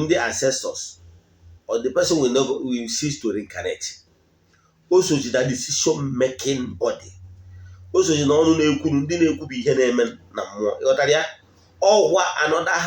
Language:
Igbo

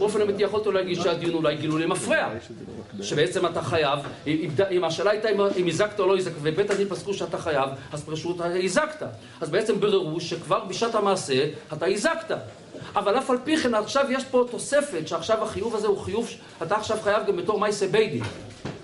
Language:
Hebrew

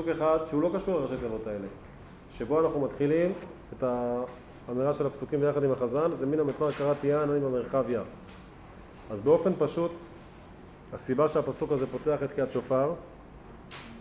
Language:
Hebrew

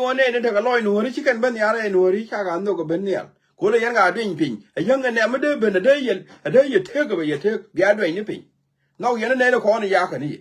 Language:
Nuer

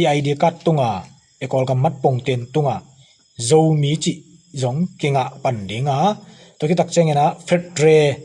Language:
Tedim Chin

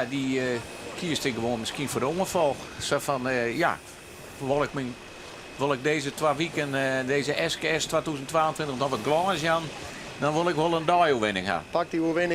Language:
Western Frisian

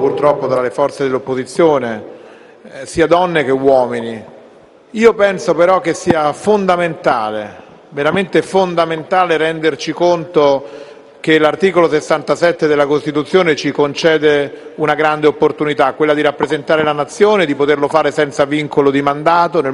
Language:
Italian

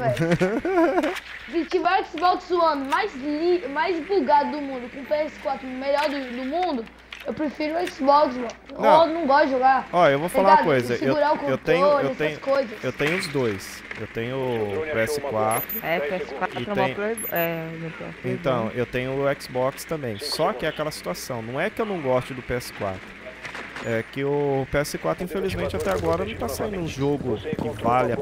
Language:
Portuguese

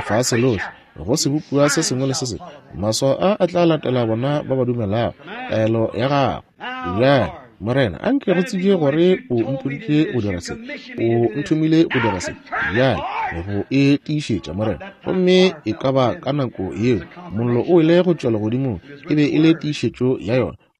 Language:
Northern Sotho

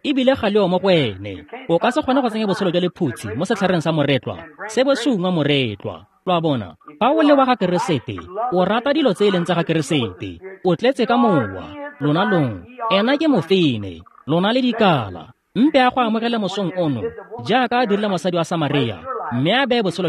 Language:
Tswana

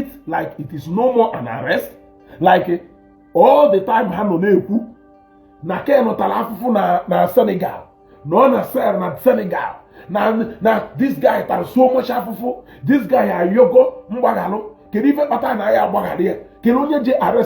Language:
Igbo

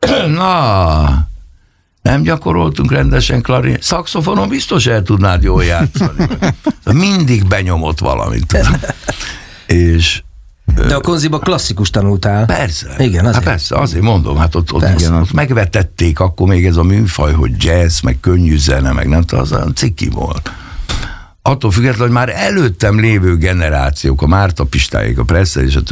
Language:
Hungarian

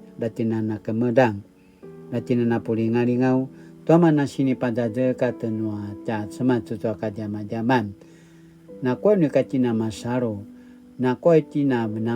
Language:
Paiwan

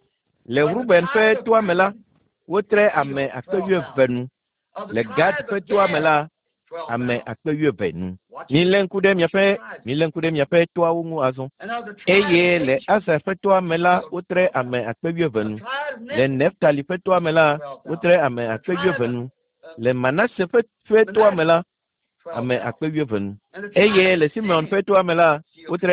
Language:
Ewe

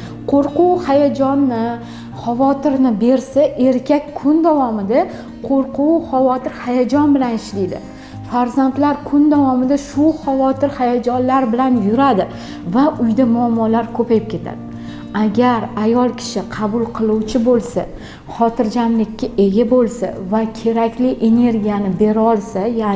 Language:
Uzbek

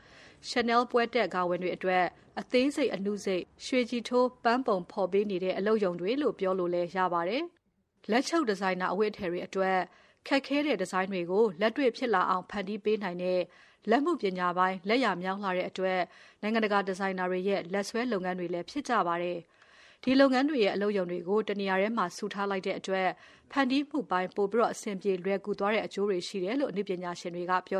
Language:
Burmese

